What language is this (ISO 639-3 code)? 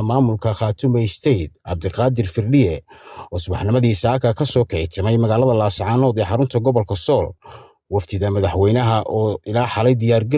som